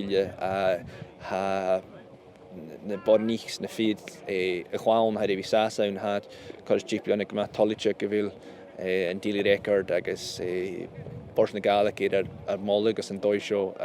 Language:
Scottish Gaelic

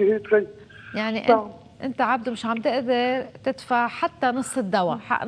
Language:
North Levantine Arabic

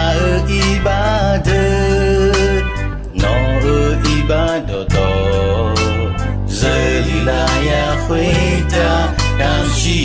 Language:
Akha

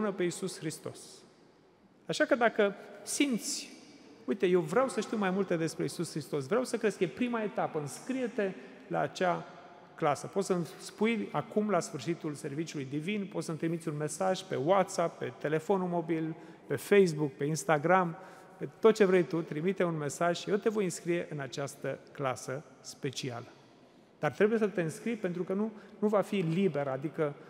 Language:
Romanian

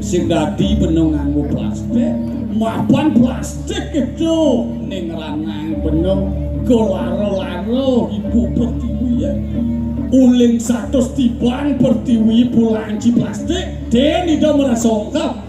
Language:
Balinese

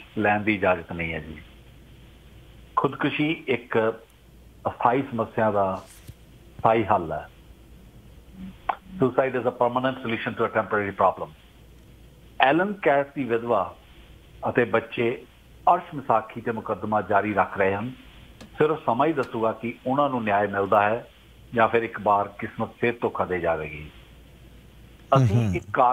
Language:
Punjabi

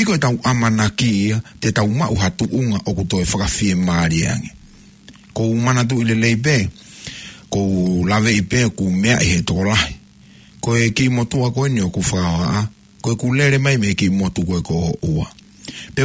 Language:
Tongan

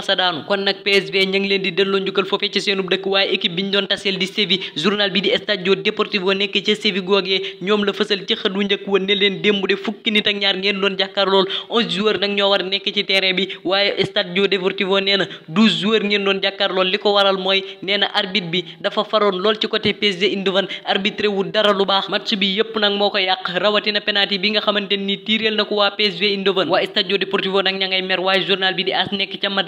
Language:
Wolof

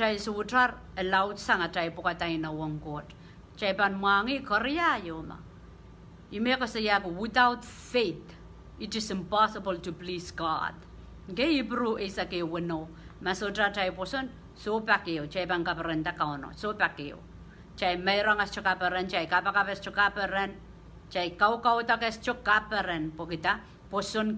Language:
Pohnpeian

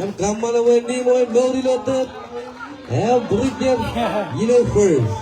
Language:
Marshallese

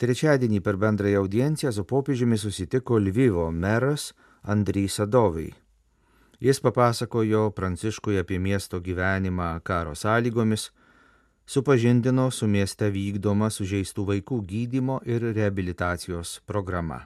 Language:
Lithuanian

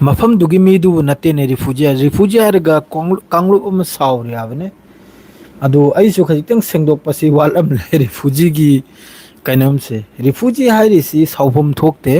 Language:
Manipuri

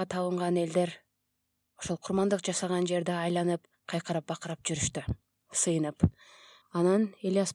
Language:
Kyrgyz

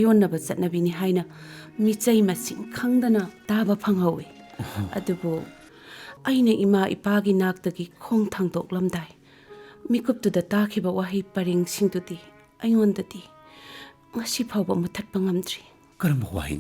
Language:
Manipuri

